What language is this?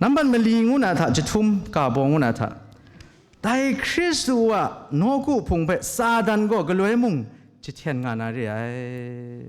Kachin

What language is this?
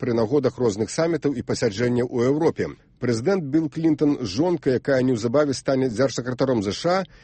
Belarusian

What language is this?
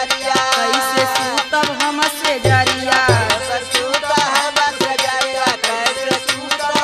Bhojpuri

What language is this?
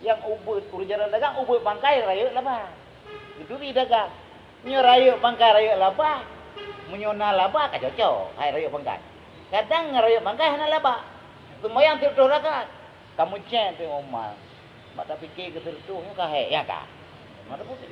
Achinese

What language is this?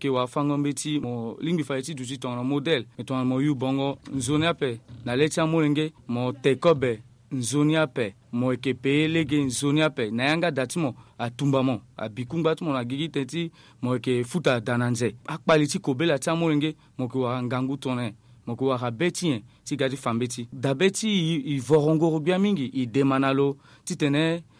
Sango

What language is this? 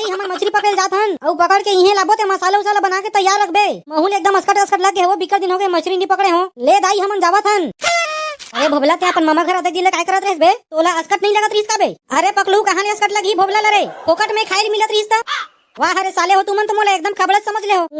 Chhattisgarhi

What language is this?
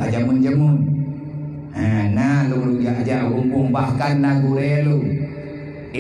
Achinese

